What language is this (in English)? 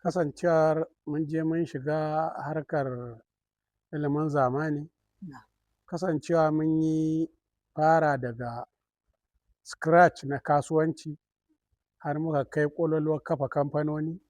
Hausa